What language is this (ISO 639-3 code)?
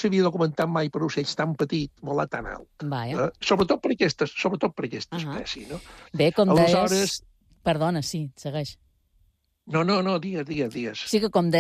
cat